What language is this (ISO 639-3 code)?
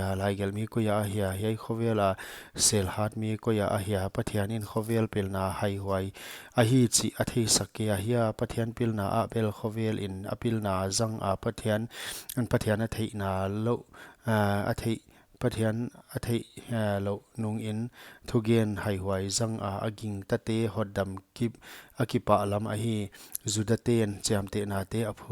pck